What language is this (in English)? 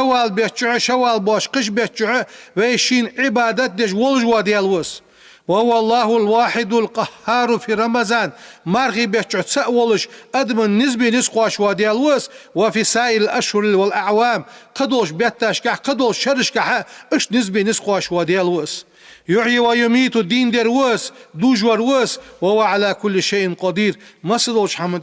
Ingush